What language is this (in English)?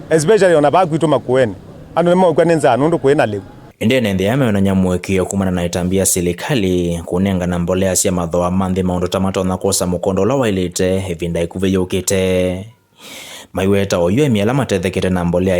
Kamba